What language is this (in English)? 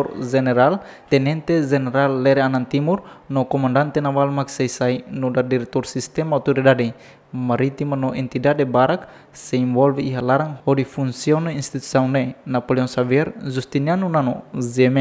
Tetum